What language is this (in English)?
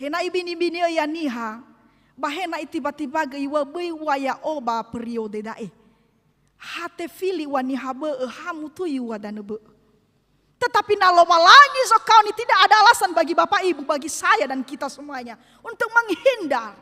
Nias